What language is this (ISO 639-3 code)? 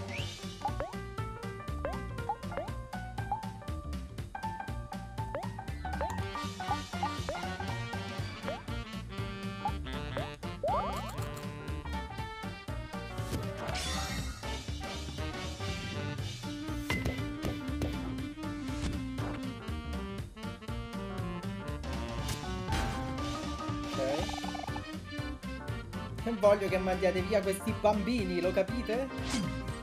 ita